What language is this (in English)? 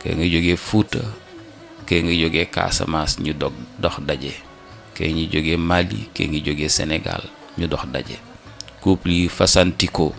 Wolof